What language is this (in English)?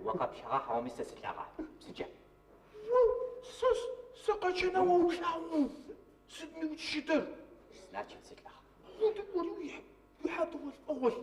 Adyghe